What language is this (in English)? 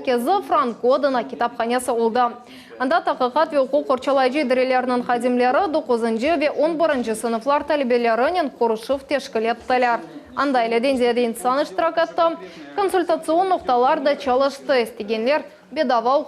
Crimean Tatar